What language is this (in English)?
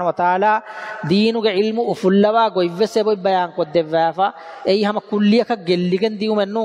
Divehi